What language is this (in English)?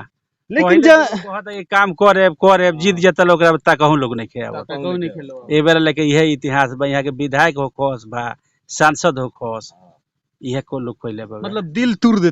Bhojpuri